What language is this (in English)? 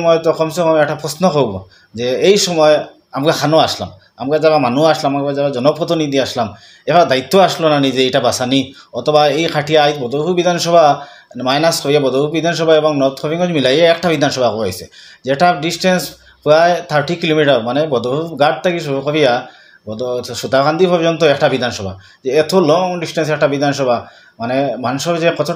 Sylheti